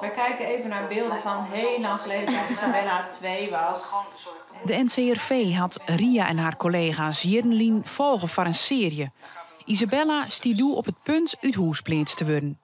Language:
Western Frisian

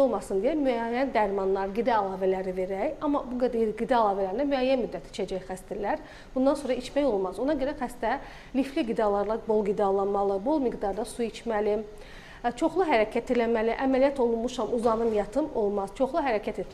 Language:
Azerbaijani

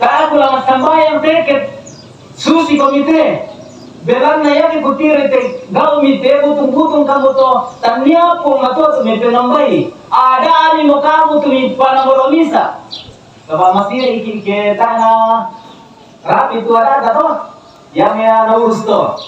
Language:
Toraja-Sa'dan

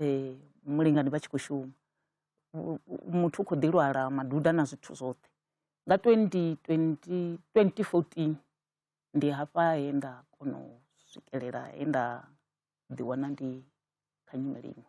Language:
Venda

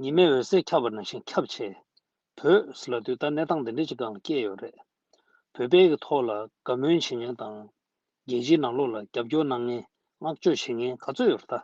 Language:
Tibetan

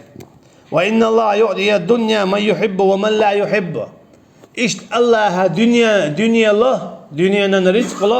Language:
Chechen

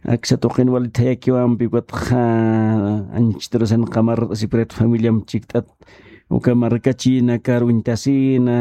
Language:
Aymara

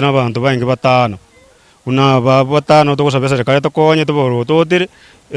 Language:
Gusii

